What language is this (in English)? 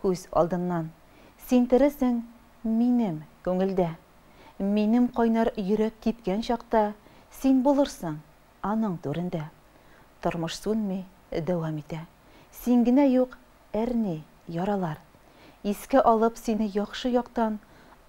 Tatar